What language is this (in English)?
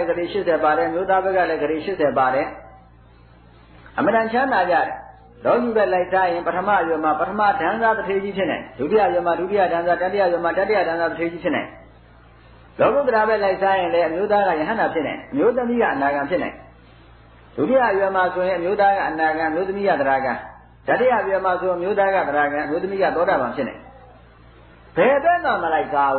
Burmese